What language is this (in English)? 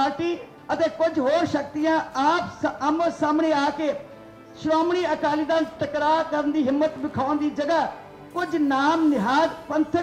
Punjabi